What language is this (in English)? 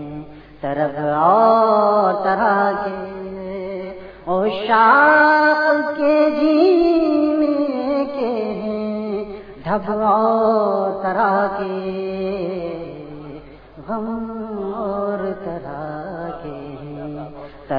Urdu